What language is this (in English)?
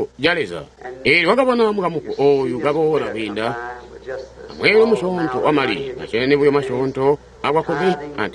Tonga (Zambia)